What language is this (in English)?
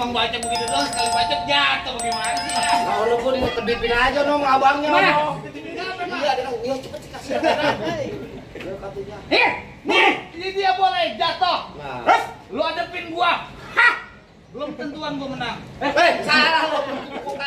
Betawi